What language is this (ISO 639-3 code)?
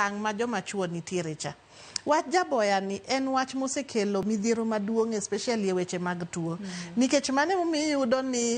luo